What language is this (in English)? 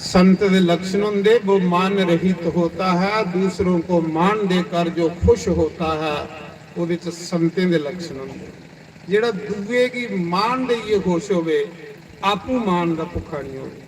Dogri